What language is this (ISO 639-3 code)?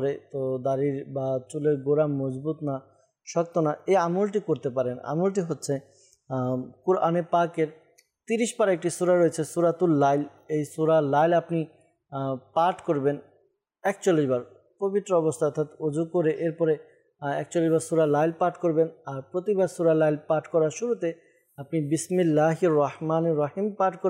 ben